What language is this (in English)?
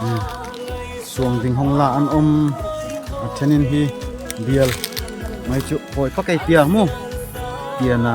Darlong